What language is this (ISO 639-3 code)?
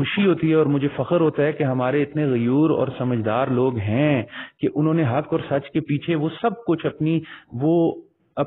urd